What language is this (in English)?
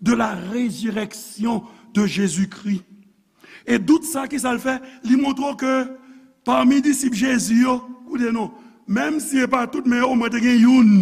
Haitian Creole